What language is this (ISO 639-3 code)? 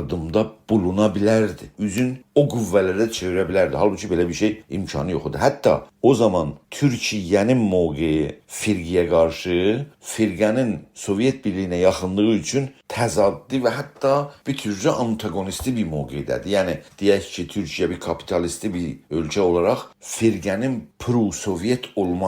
azb